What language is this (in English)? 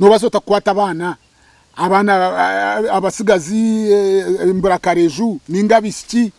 Nyankole